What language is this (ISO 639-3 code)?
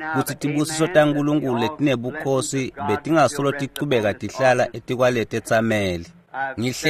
ssw